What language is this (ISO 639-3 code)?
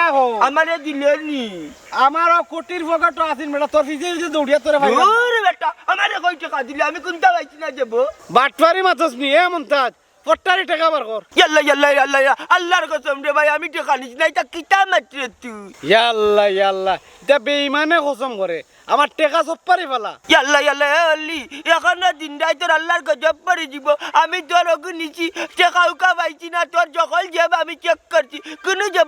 syl